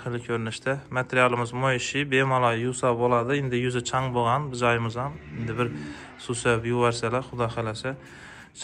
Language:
Uzbek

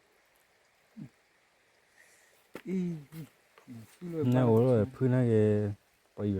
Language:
S'gaw Karen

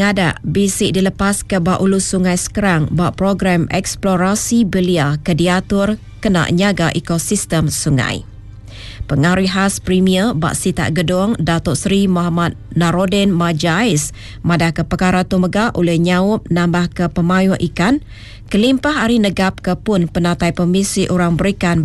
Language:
Iban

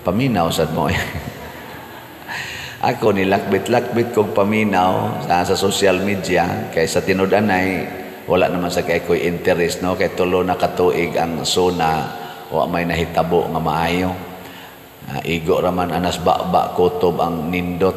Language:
Cebuano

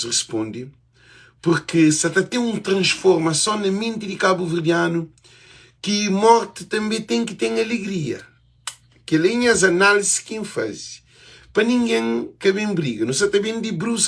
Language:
Kabuverdianu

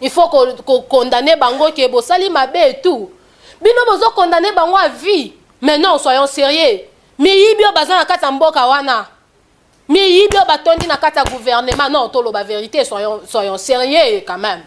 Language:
Lingala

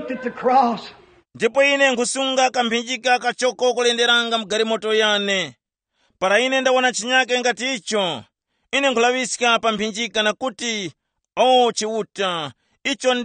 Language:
Tumbuka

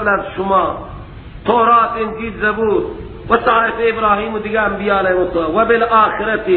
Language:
Persian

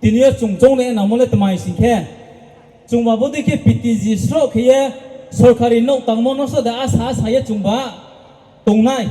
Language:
Riang (India)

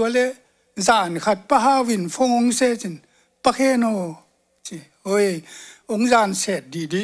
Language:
Tedim Chin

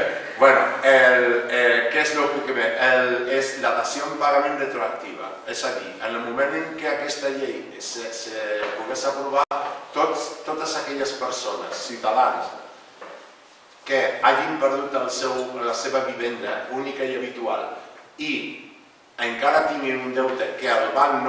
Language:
Catalan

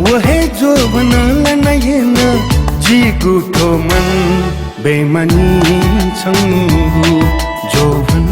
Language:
Newari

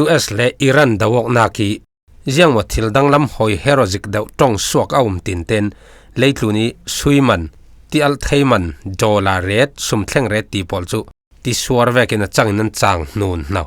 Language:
Falam Chin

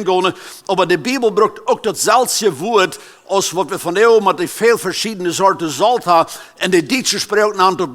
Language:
Plautdietsch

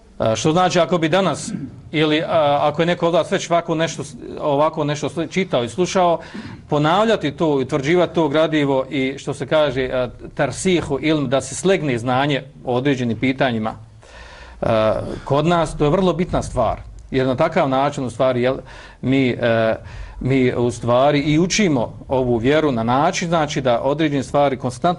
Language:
Bosnian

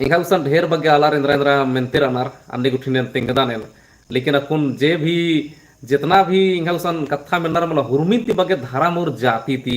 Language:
Kurukh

